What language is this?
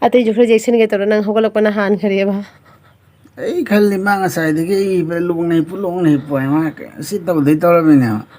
Manipuri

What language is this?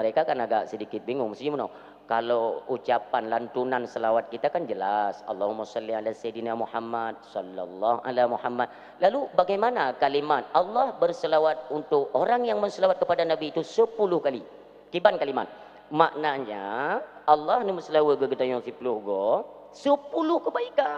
Achinese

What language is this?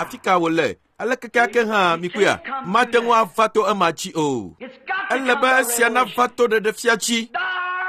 Ewe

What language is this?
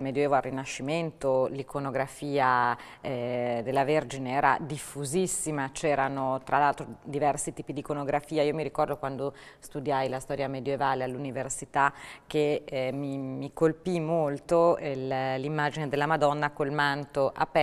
Italian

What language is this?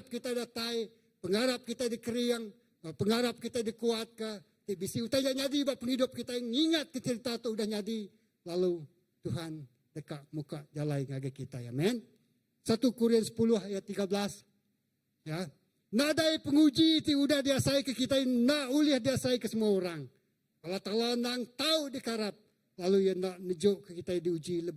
Iban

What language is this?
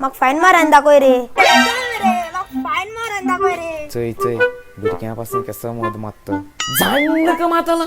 Konkani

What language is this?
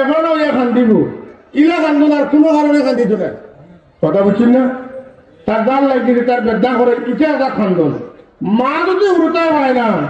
Sylheti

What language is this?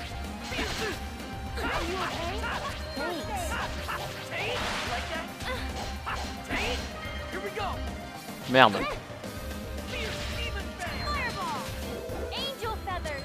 French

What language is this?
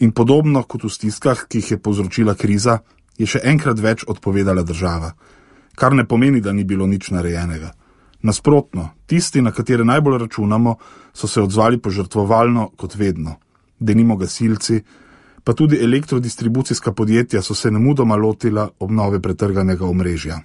Slovenian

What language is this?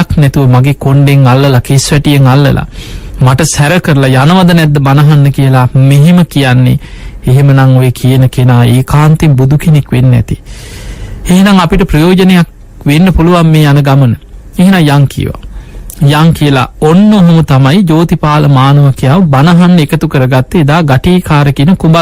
Sinhala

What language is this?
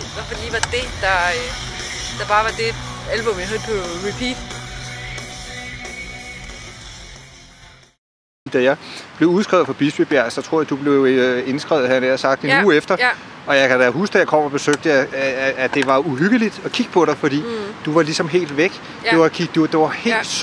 Danish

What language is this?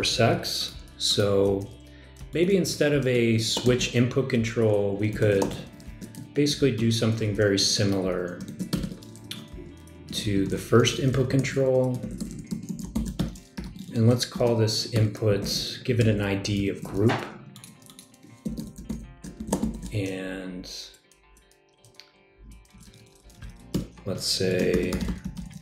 English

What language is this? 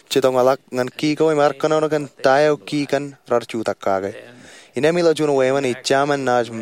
Marshallese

